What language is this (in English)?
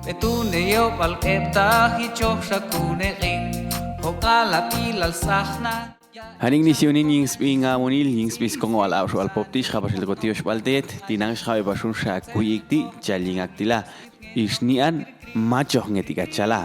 Popti'